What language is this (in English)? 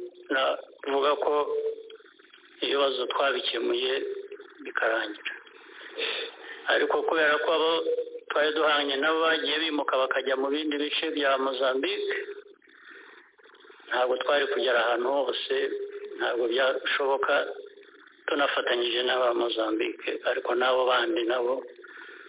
Kinyarwanda